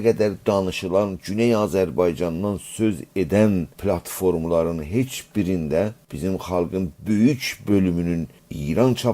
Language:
South Azerbaijani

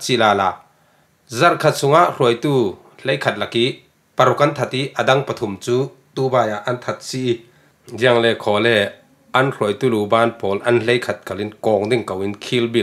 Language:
Falam Chin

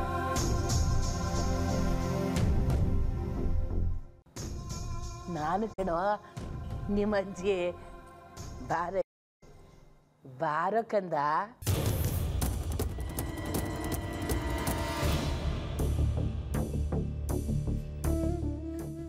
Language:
Kannada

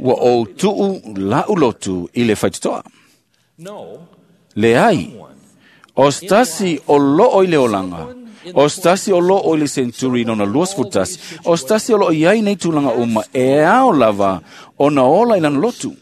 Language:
Samoan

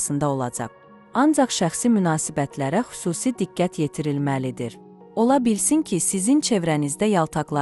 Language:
Azerbaijani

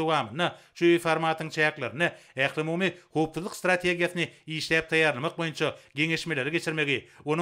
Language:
Turkmen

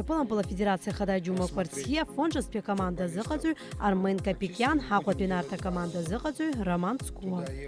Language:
Abkhazian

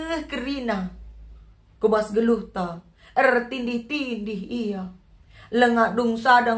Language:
Batak Karo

